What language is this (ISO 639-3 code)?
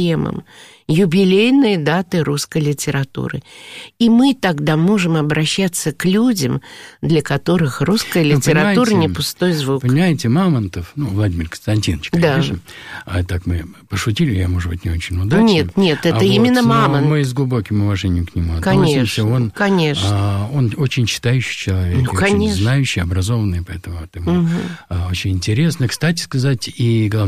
rus